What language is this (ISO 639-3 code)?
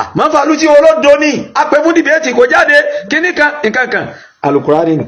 yor